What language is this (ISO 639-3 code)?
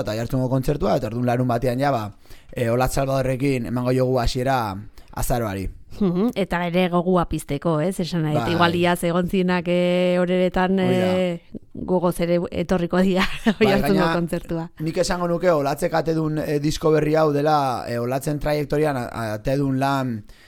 eus